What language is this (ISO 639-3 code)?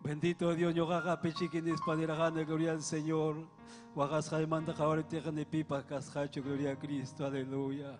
quy